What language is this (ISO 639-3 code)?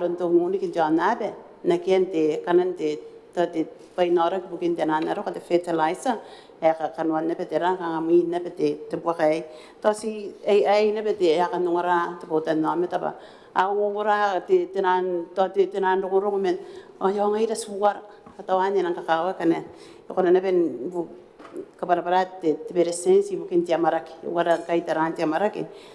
gil